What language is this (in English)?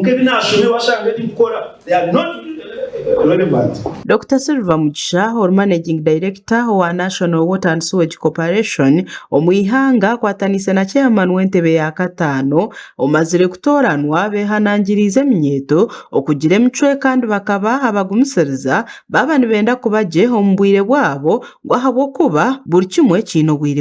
Nyankole